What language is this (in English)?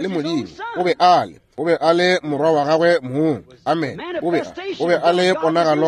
Northern Sotho